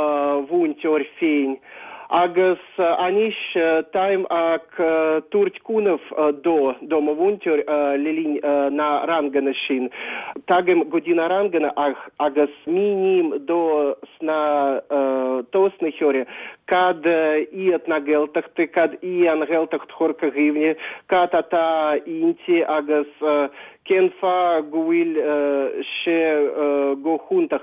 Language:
Irish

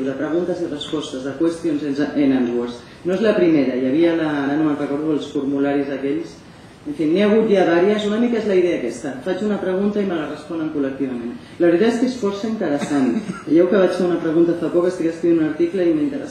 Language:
Catalan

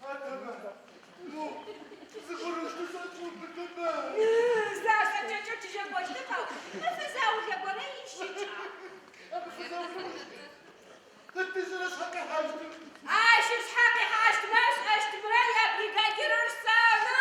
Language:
Adyghe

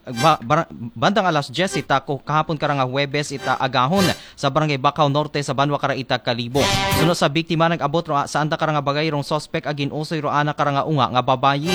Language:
Aklanon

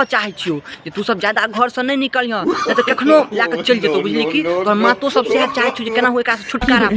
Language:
Maithili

